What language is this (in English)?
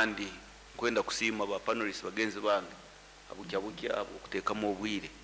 Nyoro